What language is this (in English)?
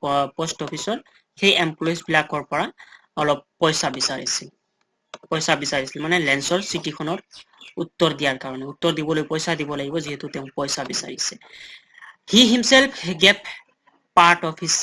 Assamese